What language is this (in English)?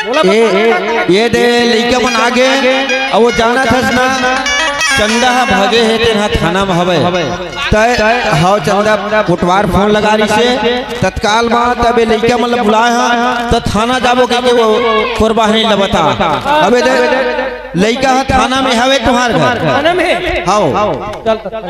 Chhattisgarhi